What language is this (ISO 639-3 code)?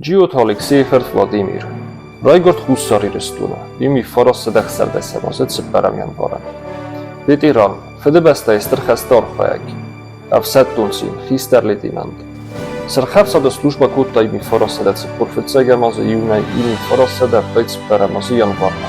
oss